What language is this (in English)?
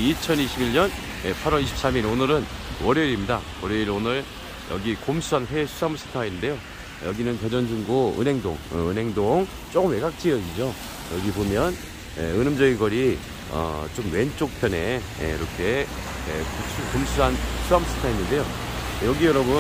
Korean